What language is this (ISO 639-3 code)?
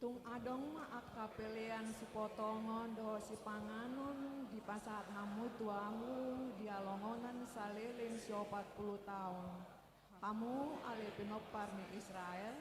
bbc